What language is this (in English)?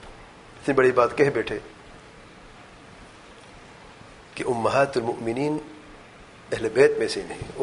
Urdu